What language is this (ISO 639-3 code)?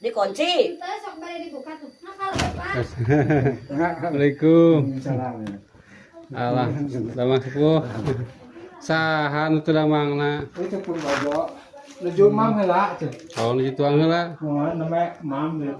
sun